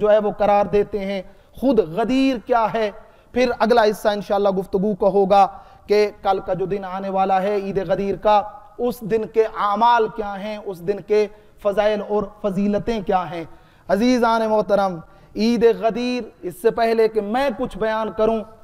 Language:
Urdu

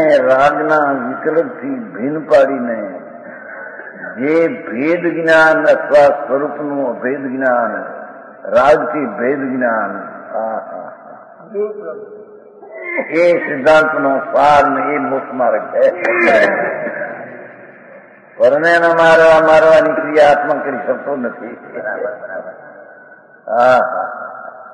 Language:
Gujarati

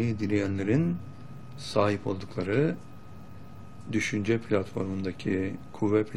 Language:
Turkish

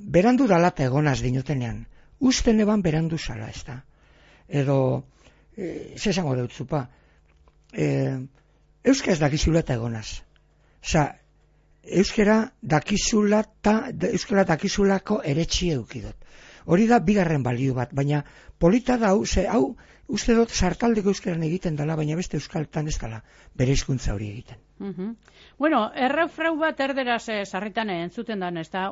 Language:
Basque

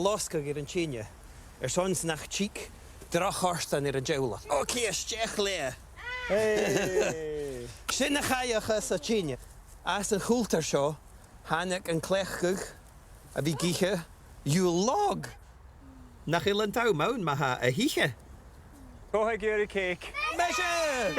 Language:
Scottish Gaelic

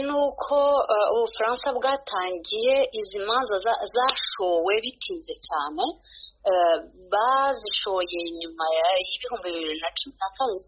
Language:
Kinyarwanda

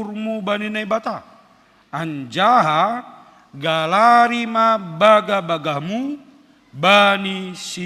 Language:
Batak Simalungun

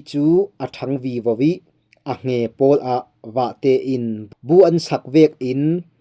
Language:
Falam Chin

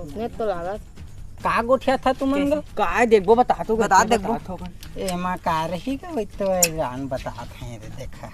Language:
Chhattisgarhi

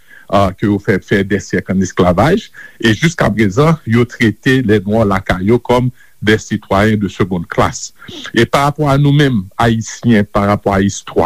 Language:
Haitian Creole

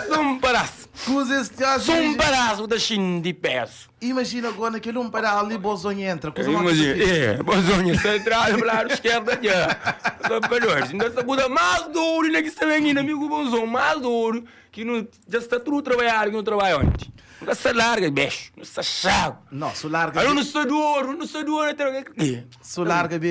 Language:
Kabuverdianu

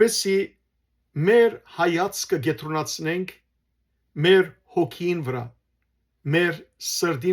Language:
Western Armenian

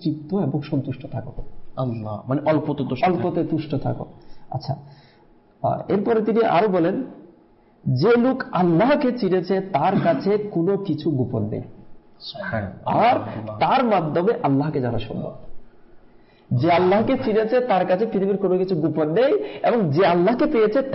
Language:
Bangla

